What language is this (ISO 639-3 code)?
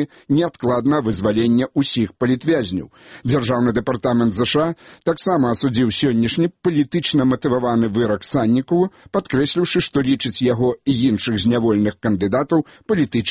bel